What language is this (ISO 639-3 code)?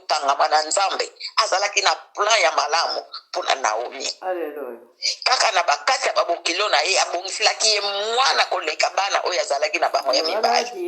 lin